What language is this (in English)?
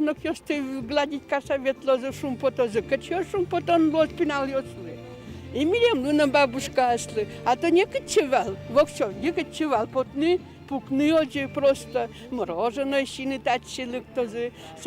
Udmurt